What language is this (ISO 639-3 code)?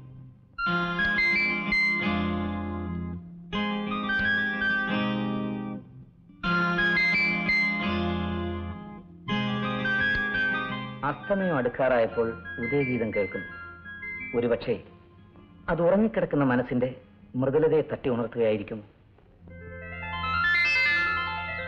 mal